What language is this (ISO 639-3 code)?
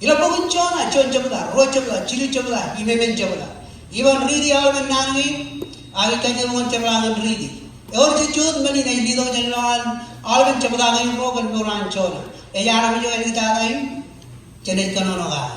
mah